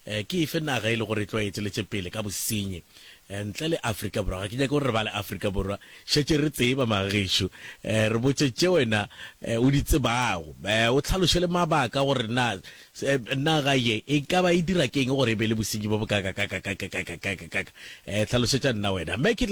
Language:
Northern Sotho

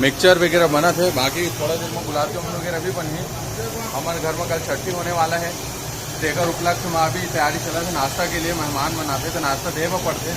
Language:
Chhattisgarhi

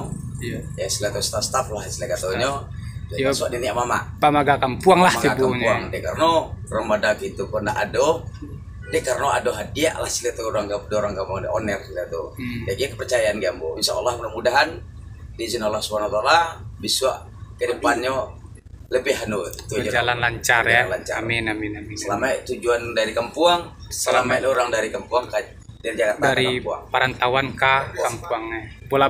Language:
Minangkabau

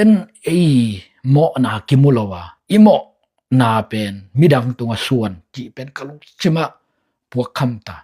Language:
Tedim Chin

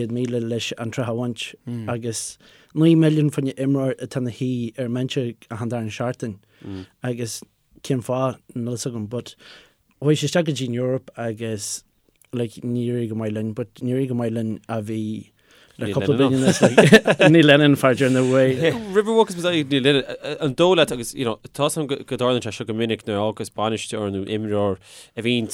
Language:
Irish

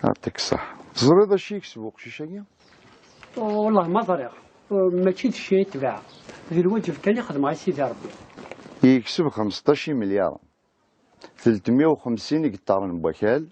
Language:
Kabyle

